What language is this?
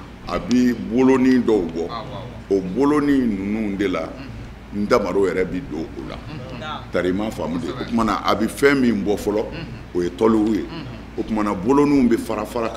Bambara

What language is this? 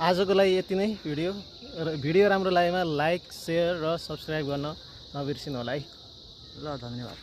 Nepali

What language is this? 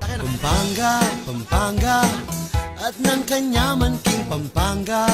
Pampanga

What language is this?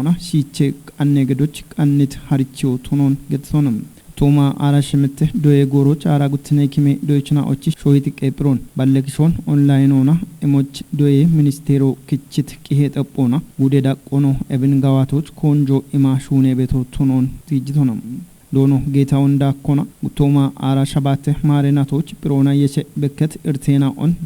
Kafa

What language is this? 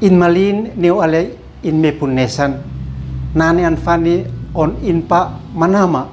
Uab Meto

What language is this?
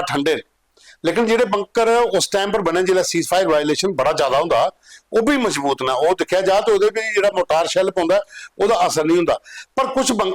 Dogri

